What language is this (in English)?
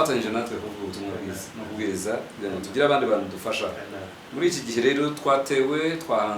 Kinyarwanda